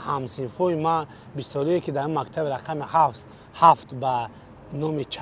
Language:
Tajik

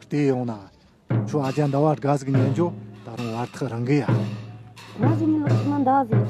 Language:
Tibetan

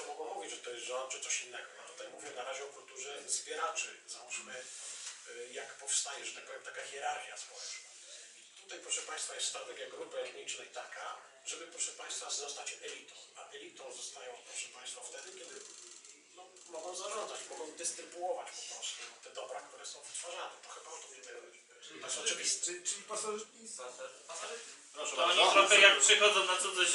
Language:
Polish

